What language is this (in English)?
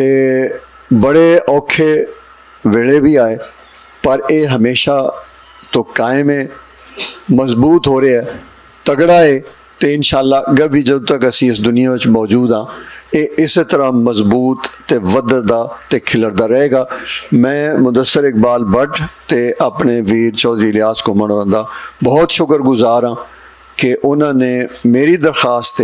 Western Panjabi